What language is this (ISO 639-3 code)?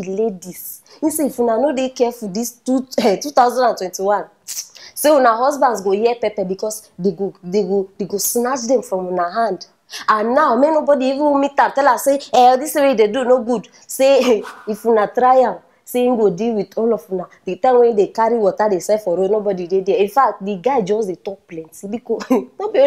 pcm